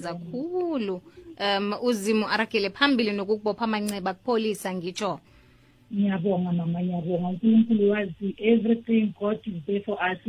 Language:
South Ndebele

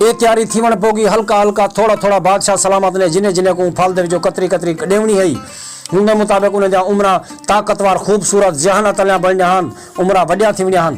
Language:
Saraiki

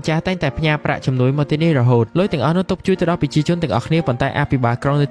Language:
Khmer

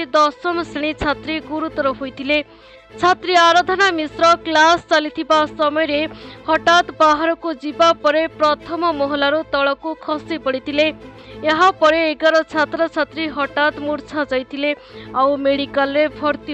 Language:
Odia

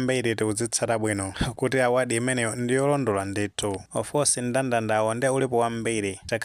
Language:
Nyanja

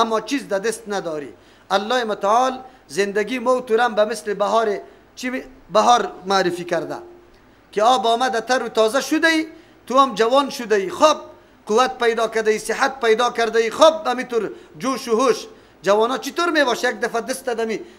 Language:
Persian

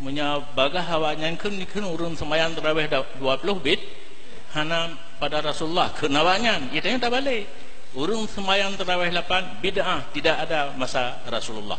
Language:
Achinese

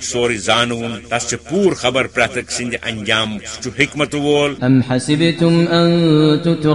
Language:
Kashmiri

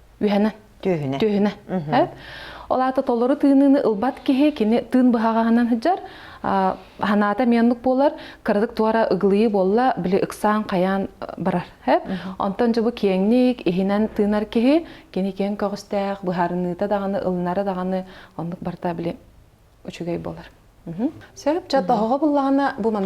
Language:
Yakut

